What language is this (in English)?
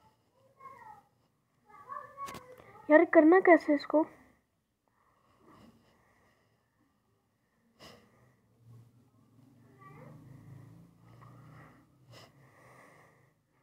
Hindi